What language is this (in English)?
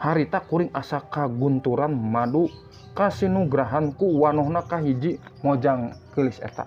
Sundanese